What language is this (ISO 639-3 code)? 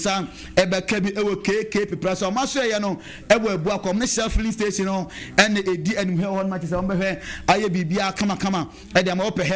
aka